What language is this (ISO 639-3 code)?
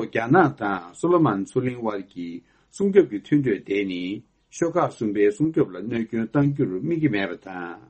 bod